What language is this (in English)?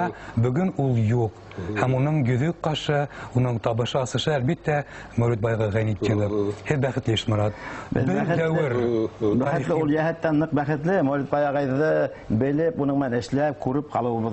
Bashkir